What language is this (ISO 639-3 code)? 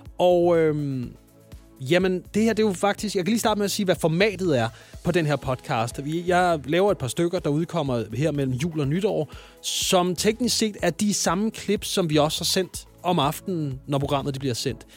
dan